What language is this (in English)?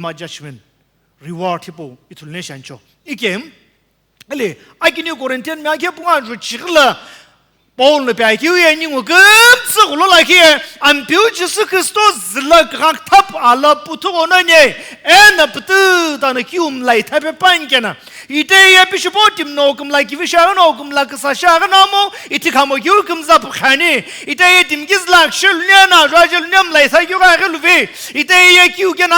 Sumi Naga